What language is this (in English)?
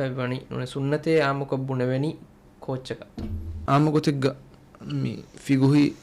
Divehi